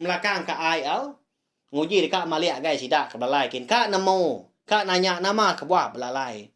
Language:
Iban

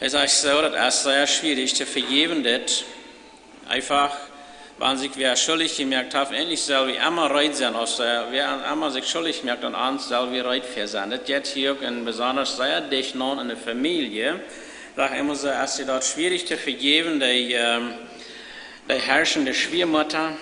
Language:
Plautdietsch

